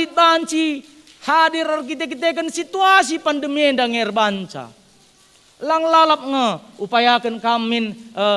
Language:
Batak Karo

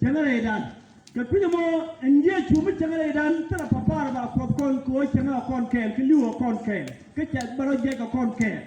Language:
Nuer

